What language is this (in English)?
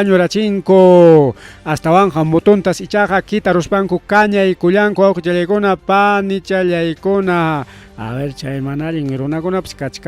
Ayacucho Quechua